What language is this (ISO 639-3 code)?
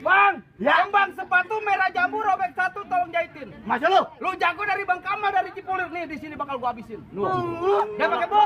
bew